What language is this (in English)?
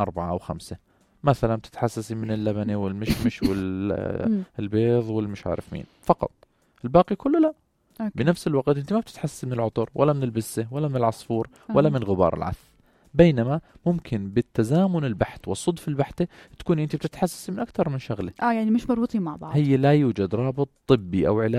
North Levantine Arabic